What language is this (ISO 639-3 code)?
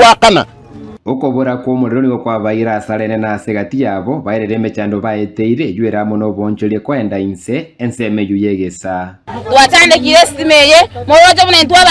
guz